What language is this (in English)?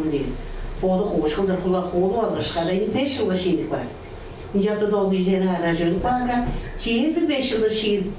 Tuvinian